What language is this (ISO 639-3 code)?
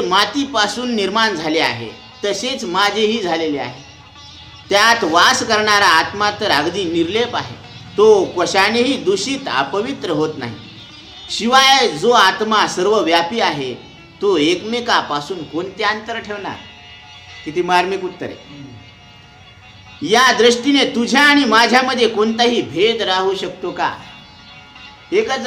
mar